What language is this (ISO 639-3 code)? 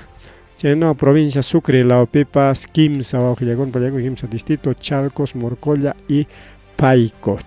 quy